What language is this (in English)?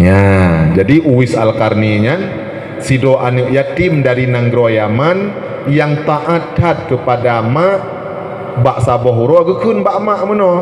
Achinese